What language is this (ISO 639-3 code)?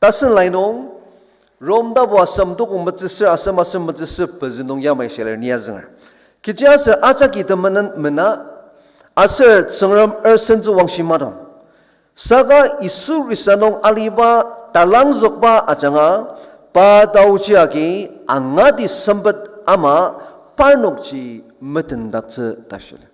njo